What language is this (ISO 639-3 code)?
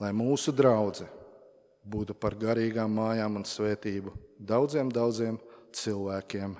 lav